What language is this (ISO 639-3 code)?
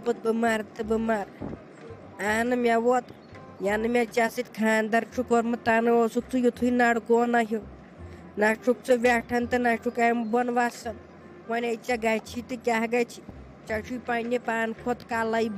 kas